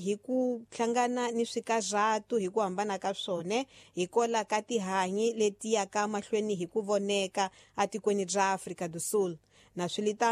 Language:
Tsonga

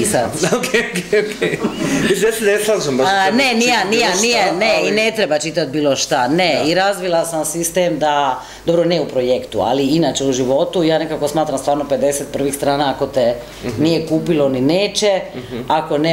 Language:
Croatian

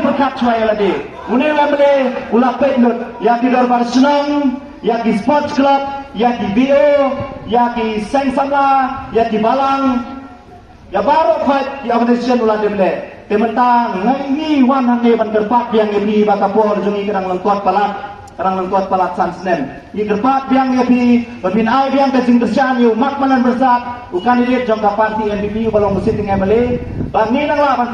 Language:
Khasi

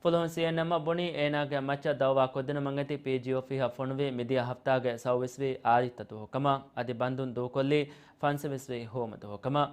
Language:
Divehi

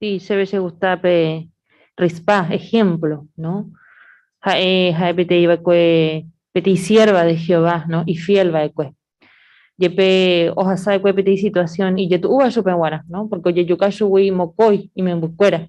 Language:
Guarani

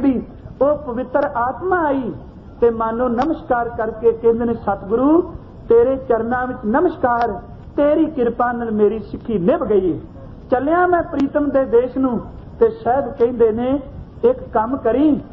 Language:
Punjabi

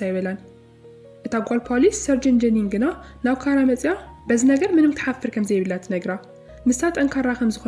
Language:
Tigrinya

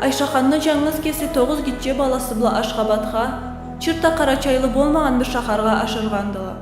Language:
Karachay-Balkar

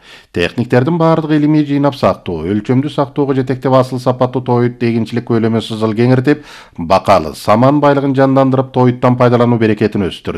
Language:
Kyrgyz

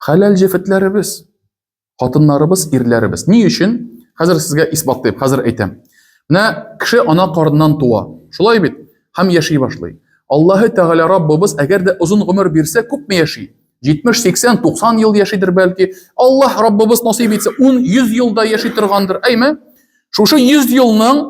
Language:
Tatar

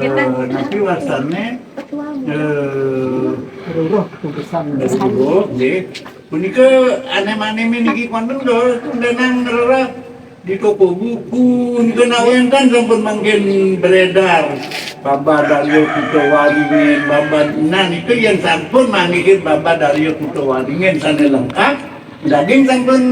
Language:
Balinese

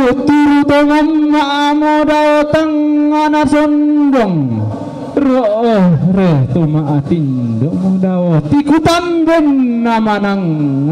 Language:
Toraja-Sa'dan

